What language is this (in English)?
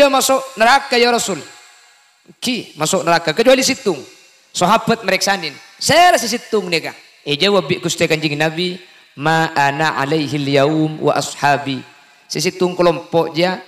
Madurese